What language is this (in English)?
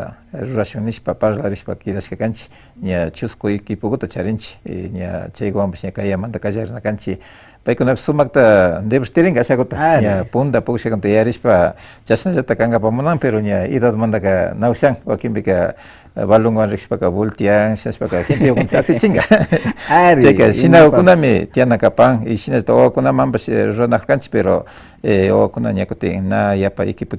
Imbabura Highland Quichua